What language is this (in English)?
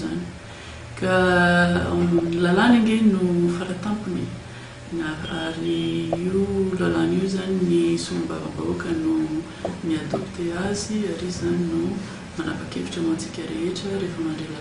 Malagasy